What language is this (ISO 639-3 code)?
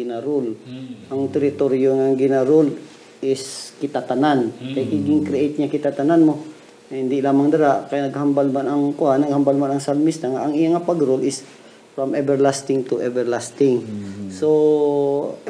hil